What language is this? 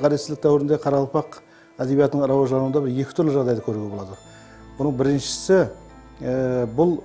Kara-Kalpak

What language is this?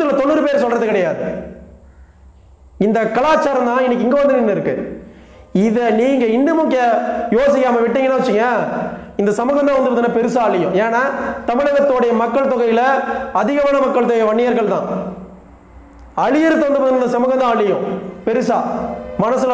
Tamil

